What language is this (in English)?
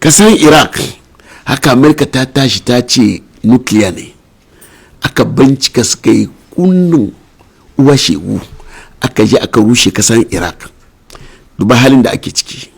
Hausa